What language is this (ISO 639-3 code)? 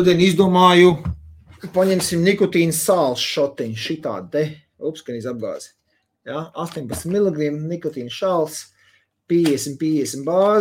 lav